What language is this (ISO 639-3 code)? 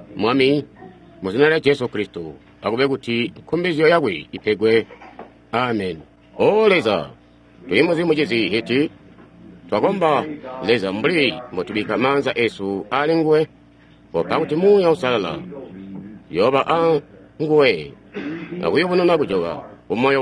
toi